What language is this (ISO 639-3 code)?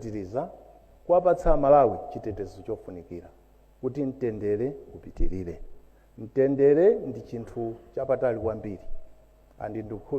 nya